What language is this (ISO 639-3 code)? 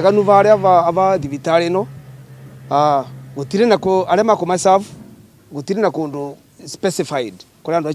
kik